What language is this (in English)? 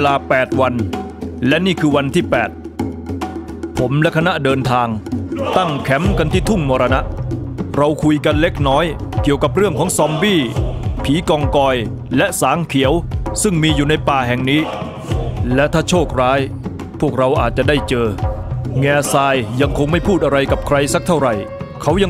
Thai